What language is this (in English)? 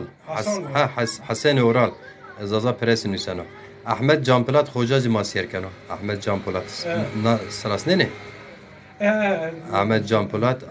Zaza